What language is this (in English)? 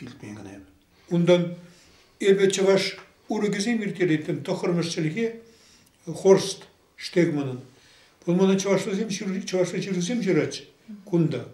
Chuvash